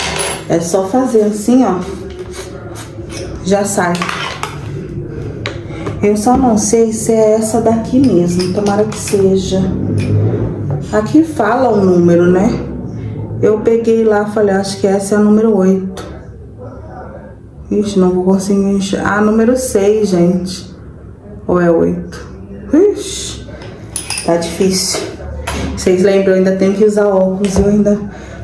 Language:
Portuguese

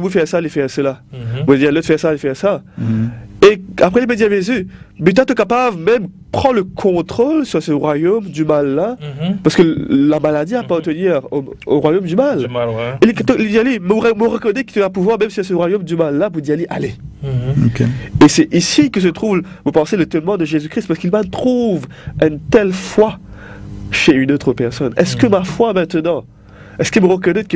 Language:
Morisyen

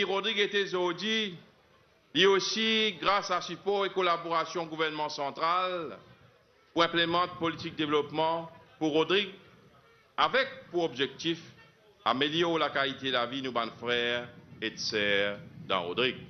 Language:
Morisyen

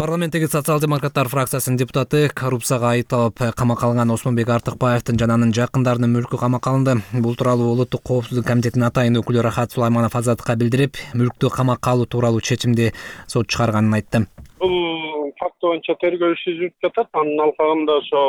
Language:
Kyrgyz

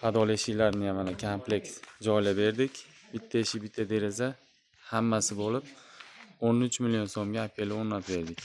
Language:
Uzbek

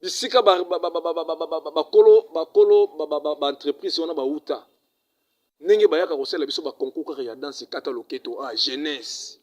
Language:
Lingala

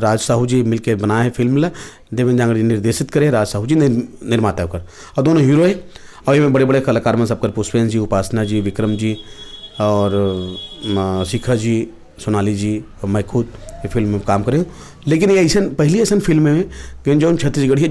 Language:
Chhattisgarhi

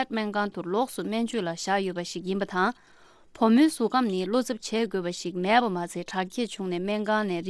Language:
Tibetan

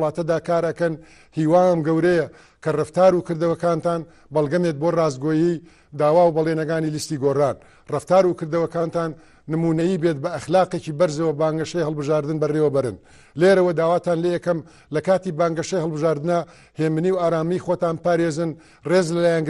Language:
Central Kurdish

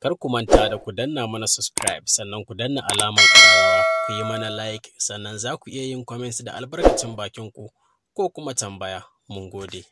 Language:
Hausa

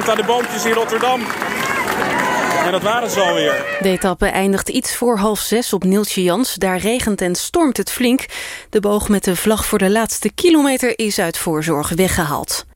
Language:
Dutch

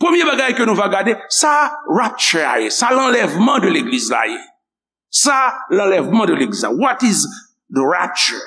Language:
Haitian Creole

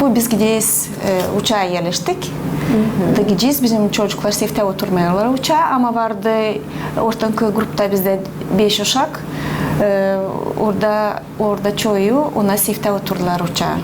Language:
Gagauz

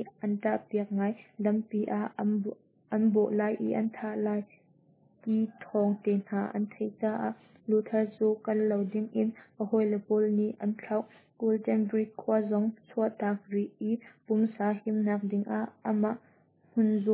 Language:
Hakha Chin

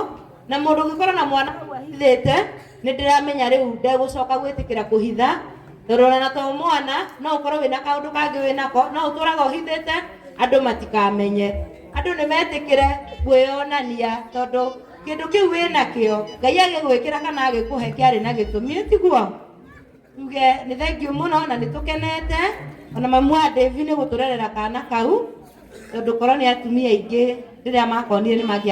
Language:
Kikuyu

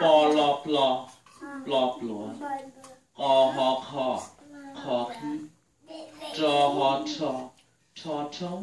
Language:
Hmong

